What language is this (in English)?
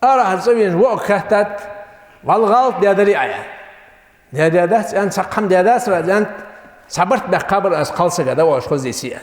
Ingush